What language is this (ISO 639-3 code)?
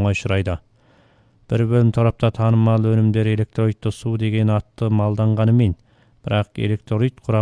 kaz